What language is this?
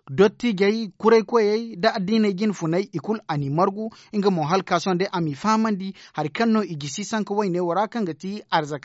Zarma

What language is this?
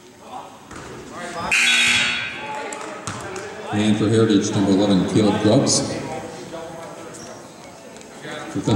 English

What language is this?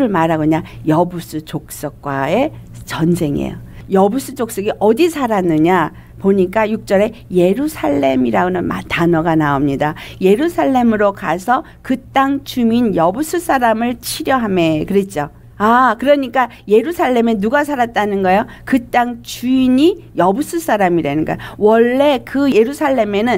Korean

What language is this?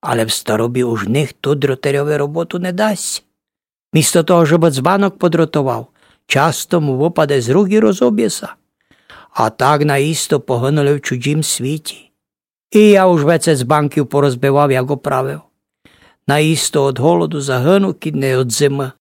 Rusyn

